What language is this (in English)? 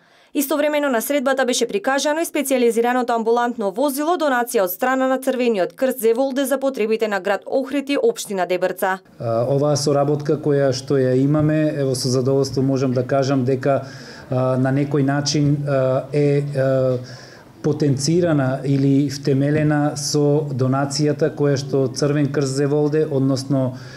Macedonian